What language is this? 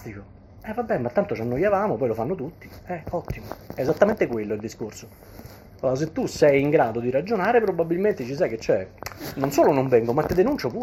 Italian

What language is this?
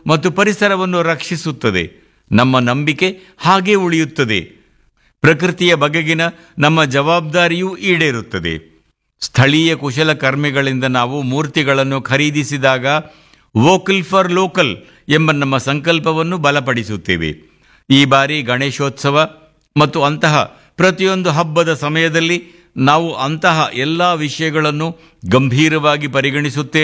Kannada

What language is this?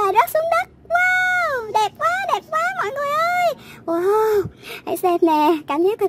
Vietnamese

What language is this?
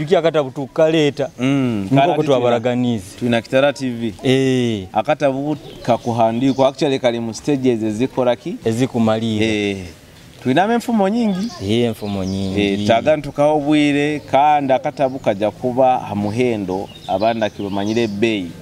Nyoro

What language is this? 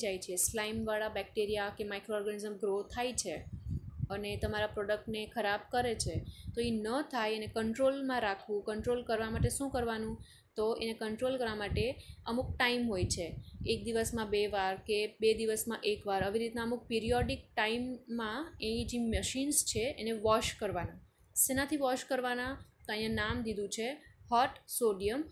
Gujarati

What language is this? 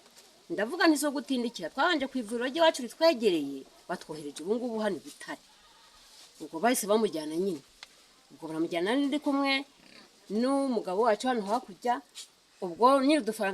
Kinyarwanda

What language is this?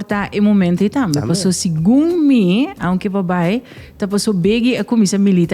Papiamento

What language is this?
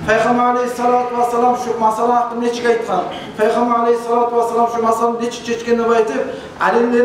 Kumyk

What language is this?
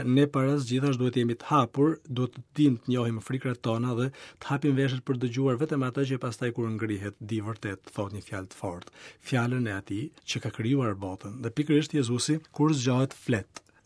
Albanian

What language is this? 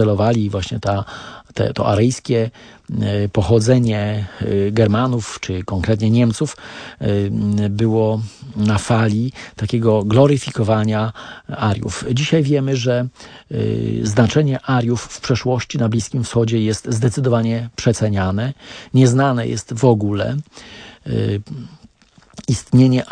Polish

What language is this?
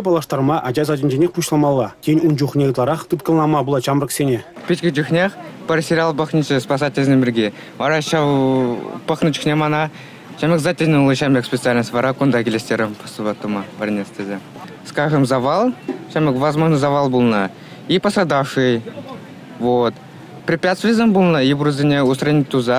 Chuvash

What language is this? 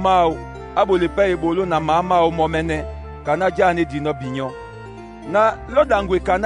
Duala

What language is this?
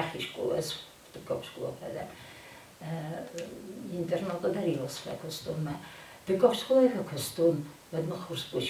Ossetic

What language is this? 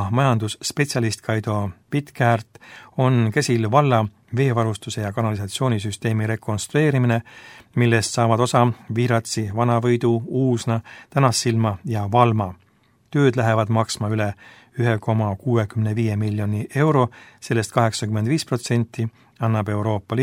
Estonian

